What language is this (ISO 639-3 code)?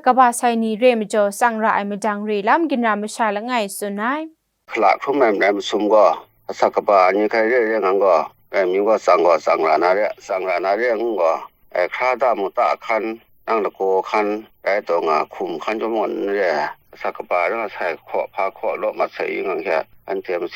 kac